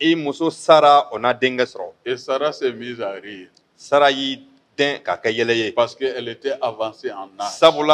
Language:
Bambara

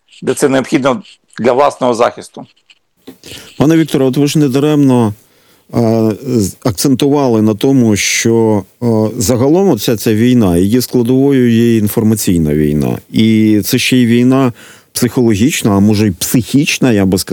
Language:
Ukrainian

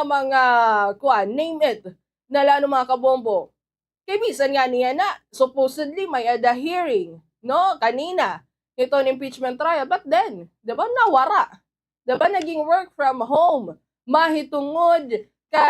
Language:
Waray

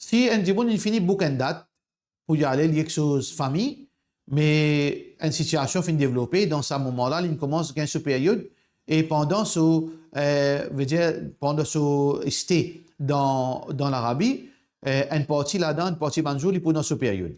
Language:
Morisyen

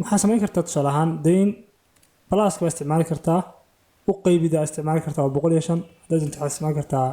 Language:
Somali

